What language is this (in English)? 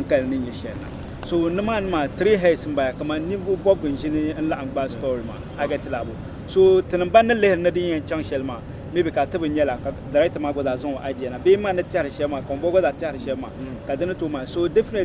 Dagbani